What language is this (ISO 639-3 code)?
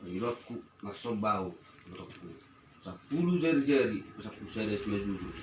bbc